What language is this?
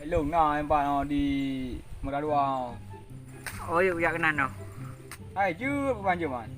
Achinese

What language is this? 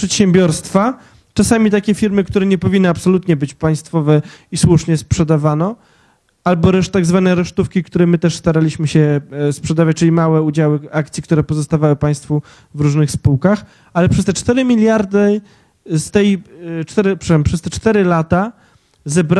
Polish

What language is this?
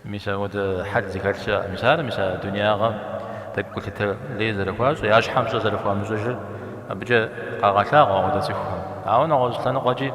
Kabardian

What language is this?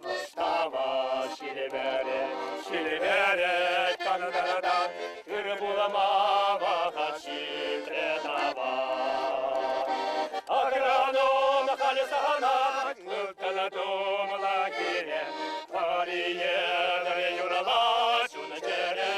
Chuvash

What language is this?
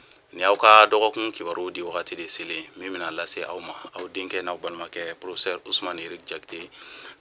Bambara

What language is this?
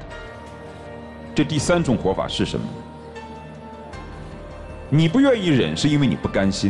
Chinese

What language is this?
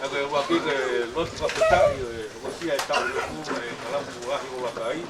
Tongan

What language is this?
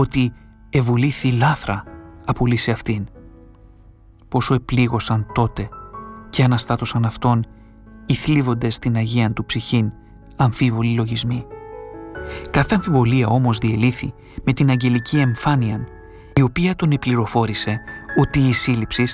Greek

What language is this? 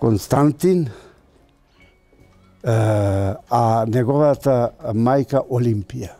Macedonian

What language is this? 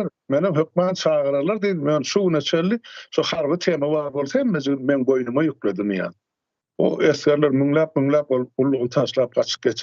Turkmen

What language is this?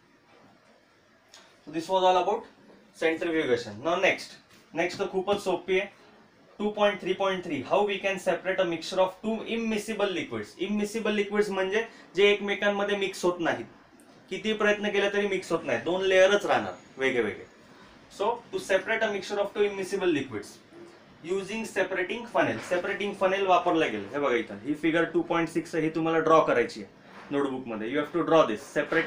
Marathi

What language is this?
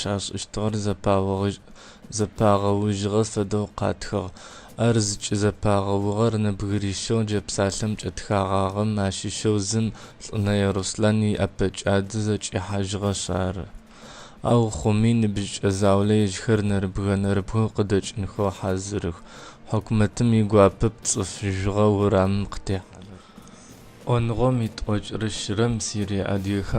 Adyghe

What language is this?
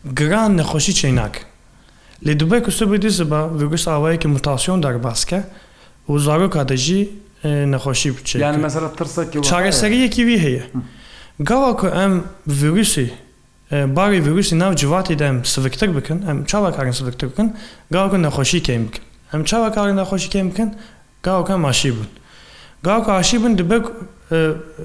Kurdish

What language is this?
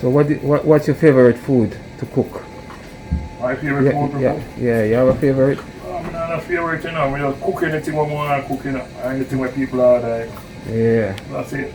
Jamaican Creole English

